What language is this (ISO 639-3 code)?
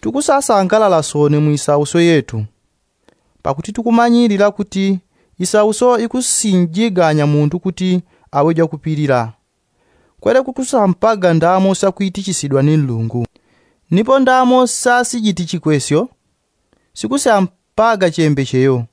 yao